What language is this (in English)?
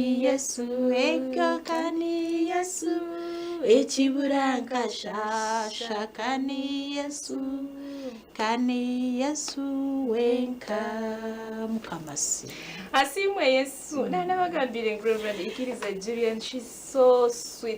Nyankole